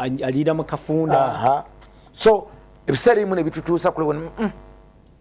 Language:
Ganda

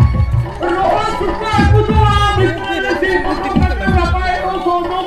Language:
Santali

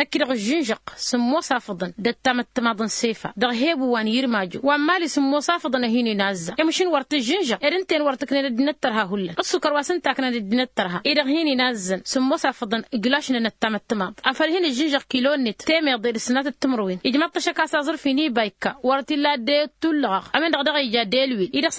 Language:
Tamasheq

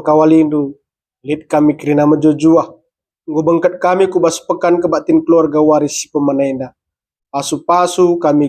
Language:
Batak Karo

